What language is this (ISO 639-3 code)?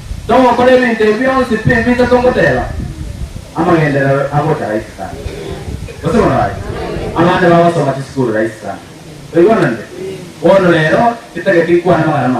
guz